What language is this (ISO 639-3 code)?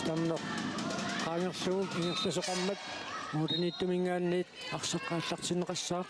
kal